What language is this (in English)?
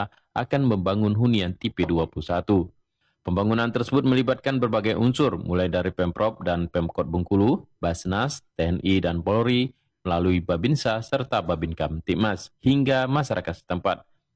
Indonesian